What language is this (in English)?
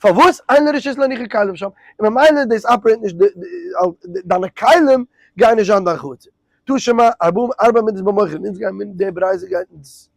Yiddish